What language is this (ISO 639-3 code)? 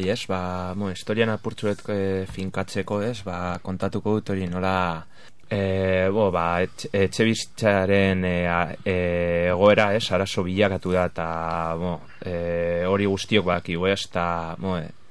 eus